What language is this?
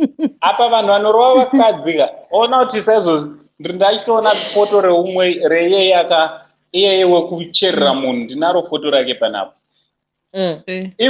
Shona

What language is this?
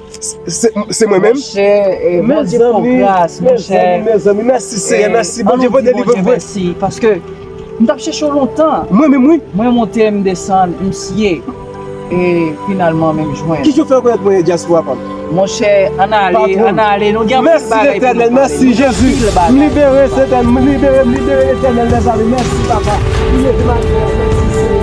Haitian Creole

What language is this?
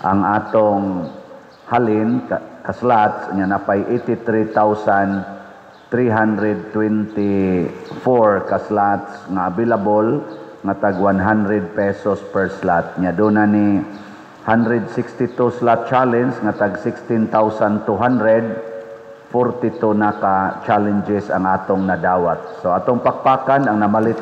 Cebuano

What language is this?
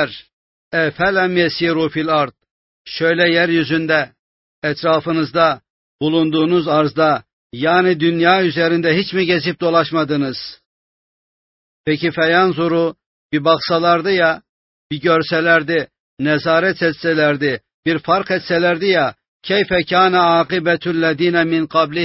Turkish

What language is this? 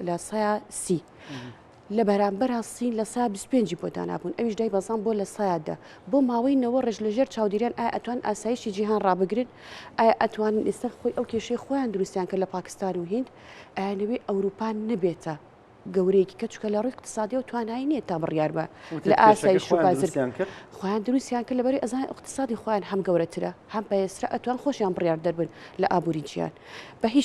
Central Kurdish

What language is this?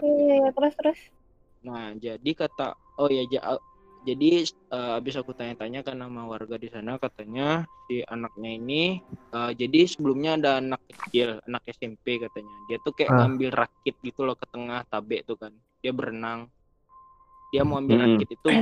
Indonesian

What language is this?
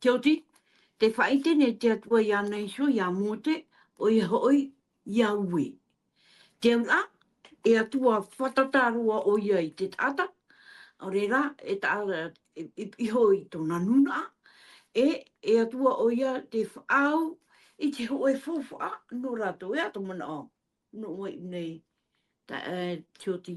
Tahitian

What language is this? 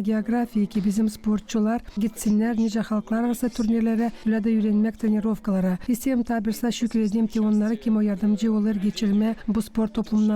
Gagauz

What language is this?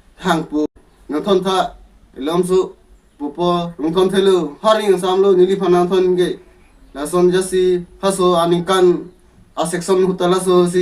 Karbi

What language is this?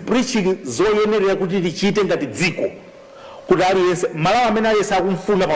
Nyanja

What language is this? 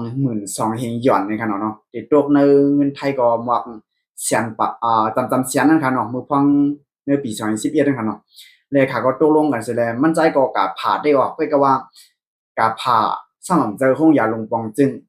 Shan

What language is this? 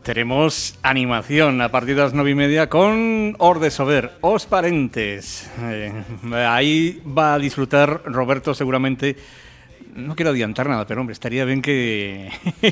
Galician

